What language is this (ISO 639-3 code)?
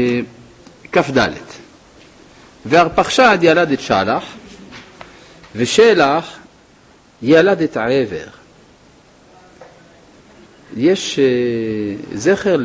heb